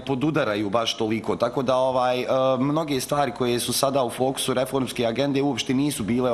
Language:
Bosnian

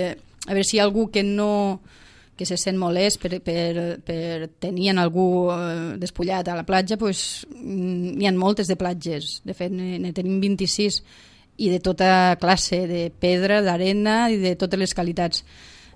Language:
Catalan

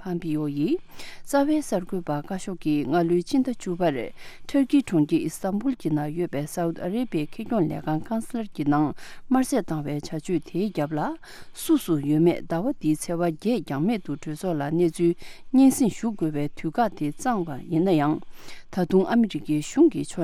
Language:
Tibetan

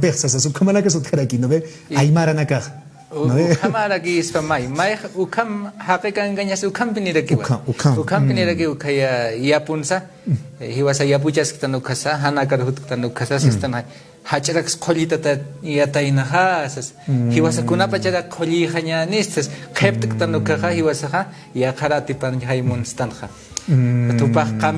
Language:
Aymara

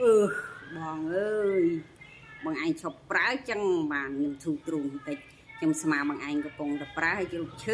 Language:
Khmer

